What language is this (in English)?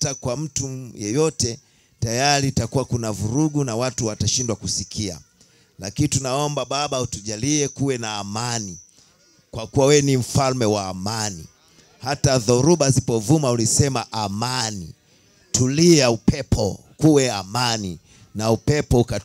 Swahili